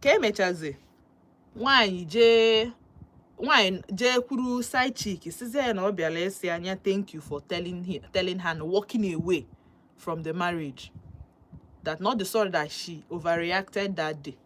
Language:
Igbo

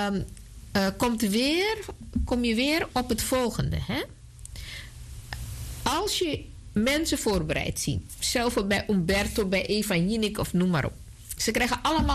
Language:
Dutch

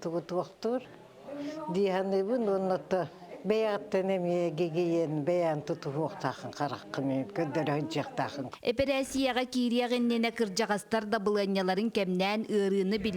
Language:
Yakut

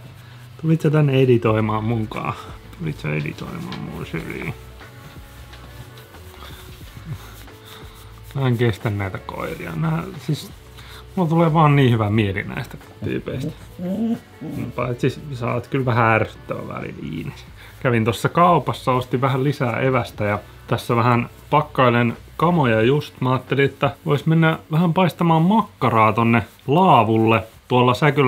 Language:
Finnish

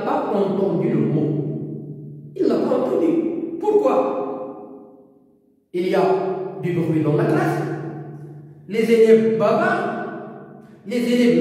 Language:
French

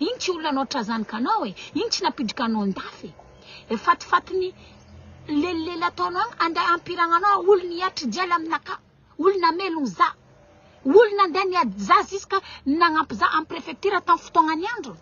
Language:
Malagasy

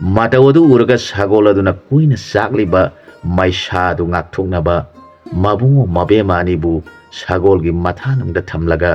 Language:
Manipuri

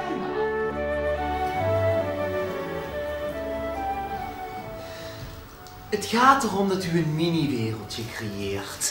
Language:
Dutch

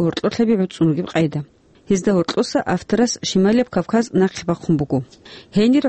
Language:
Avaric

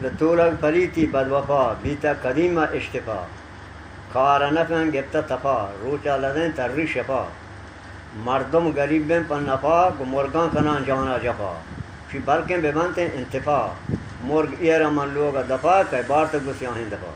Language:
Eastern Balochi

